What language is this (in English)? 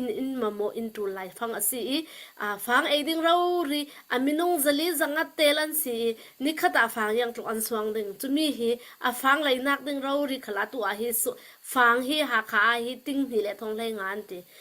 Hakha Chin